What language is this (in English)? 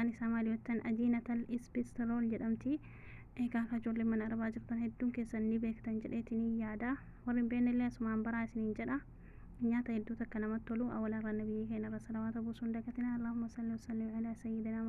Oromo